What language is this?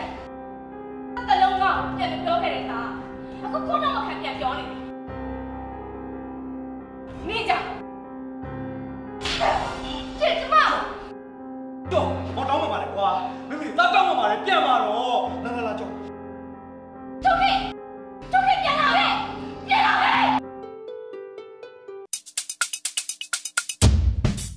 Burmese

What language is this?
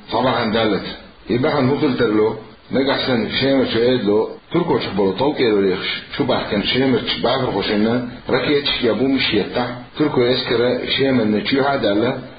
Chechen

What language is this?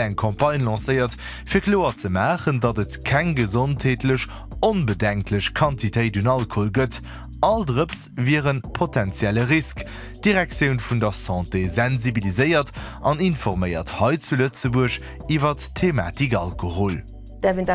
Luxembourgish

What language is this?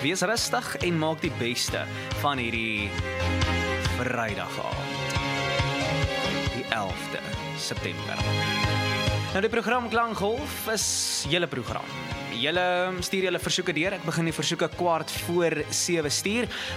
Afrikaans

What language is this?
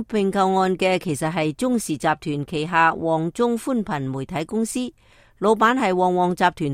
Cantonese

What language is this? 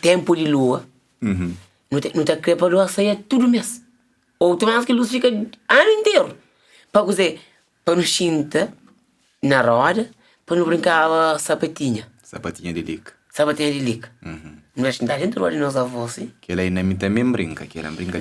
Kabuverdianu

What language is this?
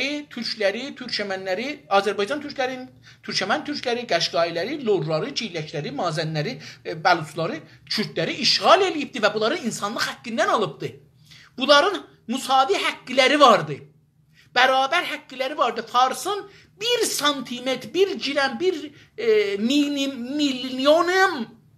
South Azerbaijani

